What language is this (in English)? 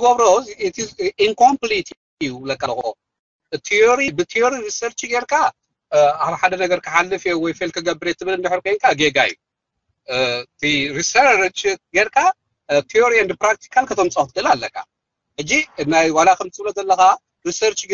Tigrinya